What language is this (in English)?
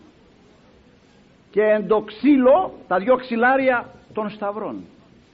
Greek